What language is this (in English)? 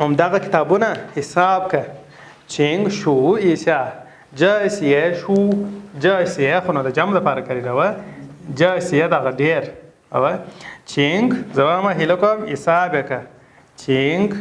Pashto